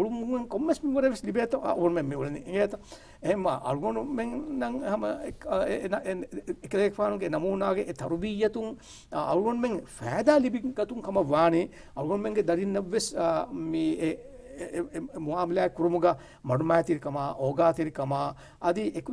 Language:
Divehi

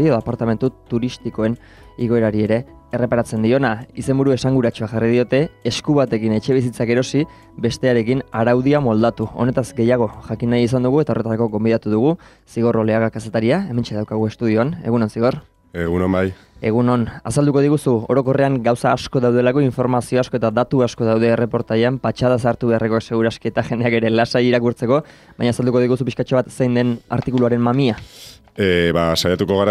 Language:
Basque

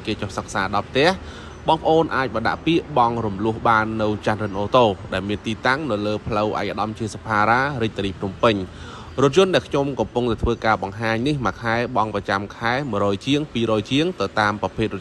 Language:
Khmer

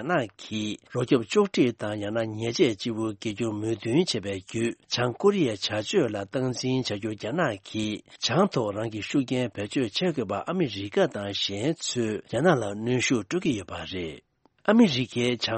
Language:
Tibetan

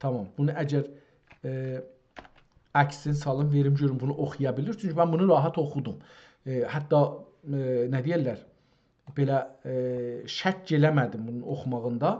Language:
South Azerbaijani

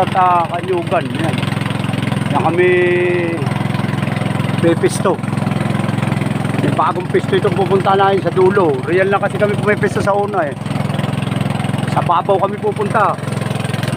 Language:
Filipino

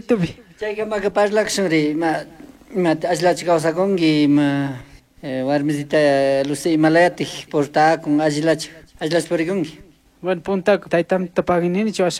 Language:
Chimborazo Highland Quichua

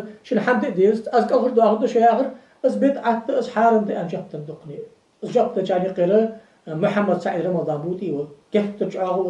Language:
Ingush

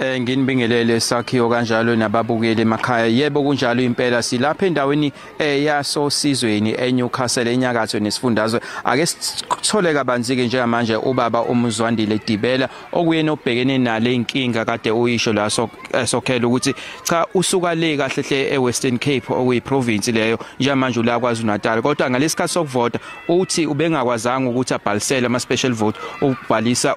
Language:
Zulu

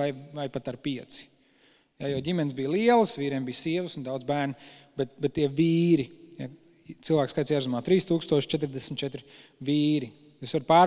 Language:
Latvian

